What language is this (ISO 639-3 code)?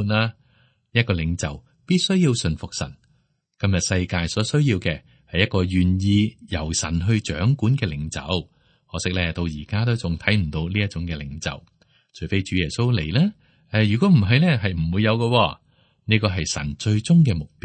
yue